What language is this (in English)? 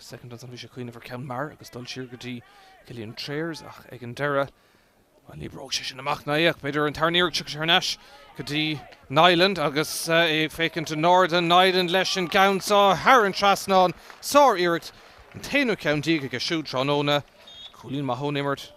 Irish